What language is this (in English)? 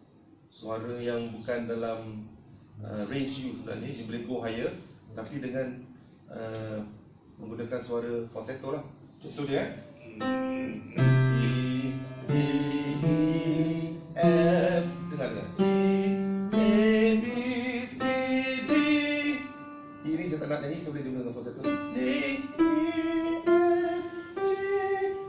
Malay